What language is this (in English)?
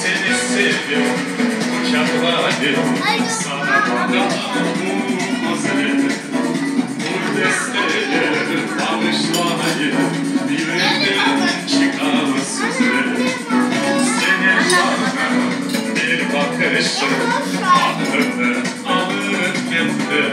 Crimean Tatar